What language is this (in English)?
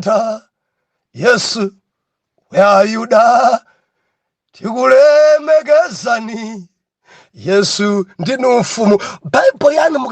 Nyanja